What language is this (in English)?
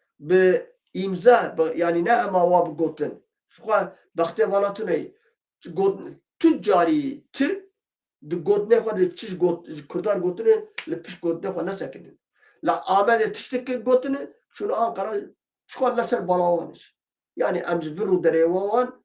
Kurdish